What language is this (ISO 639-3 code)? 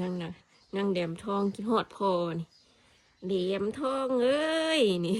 tts